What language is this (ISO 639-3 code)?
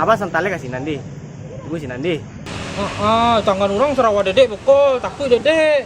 min